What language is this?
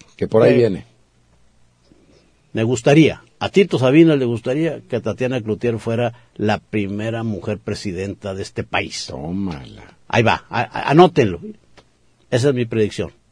Spanish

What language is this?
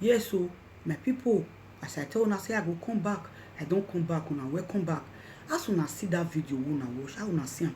Nigerian Pidgin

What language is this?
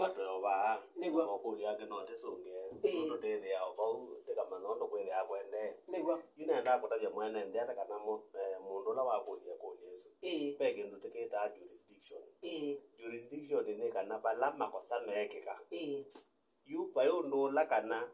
Kamba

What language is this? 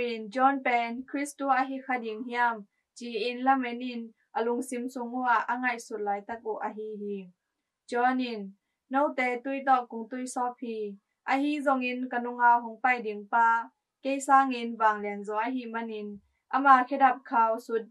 Tedim Chin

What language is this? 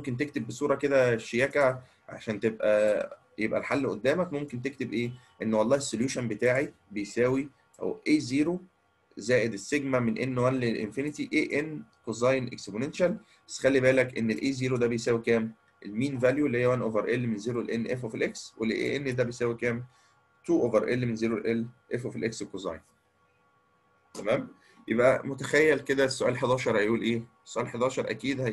Egyptian Arabic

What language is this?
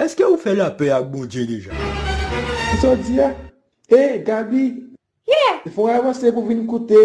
Haitian Creole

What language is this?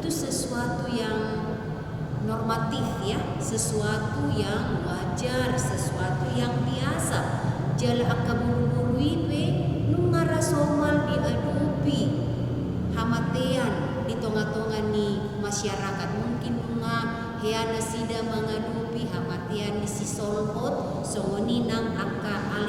Batak Toba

